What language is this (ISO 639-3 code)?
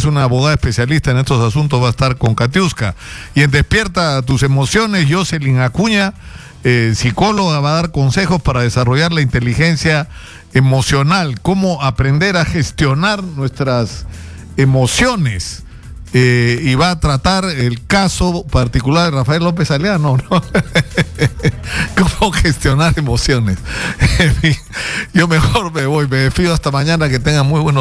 spa